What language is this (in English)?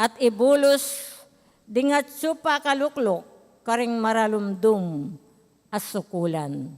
Pampanga